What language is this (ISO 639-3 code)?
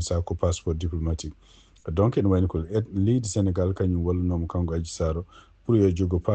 ful